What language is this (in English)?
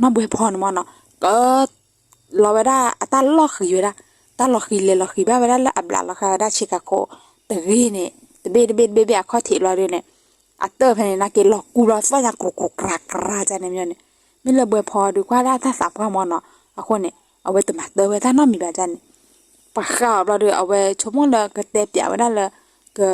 S'gaw Karen